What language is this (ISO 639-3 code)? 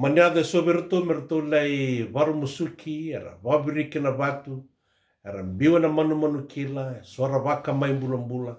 fij